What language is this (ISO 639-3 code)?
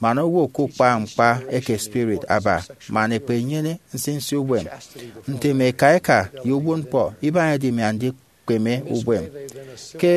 efi